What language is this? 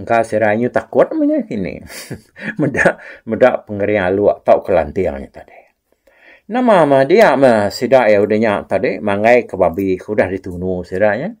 Iban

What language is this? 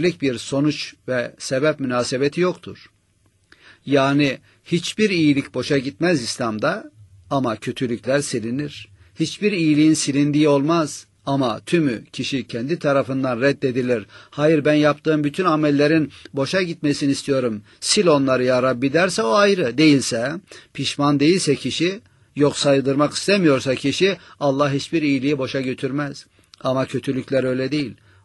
Turkish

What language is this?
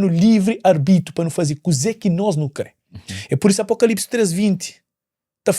Kabuverdianu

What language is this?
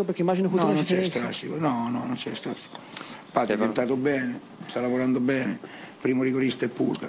Italian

